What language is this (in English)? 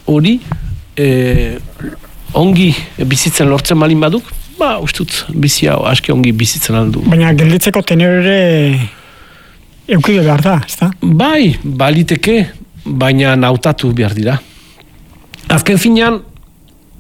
Basque